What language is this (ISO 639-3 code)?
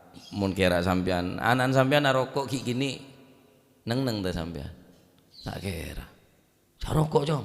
mad